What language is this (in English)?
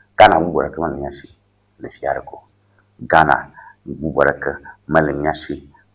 Ewe